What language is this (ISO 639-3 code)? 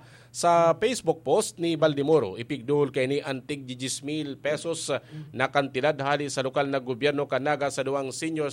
bik